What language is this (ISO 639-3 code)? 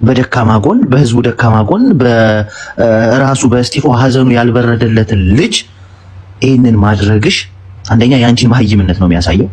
amh